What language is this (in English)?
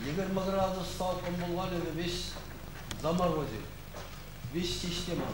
Bashkir